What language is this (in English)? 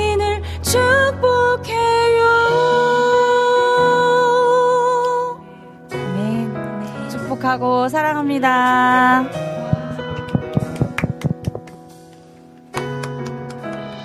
Korean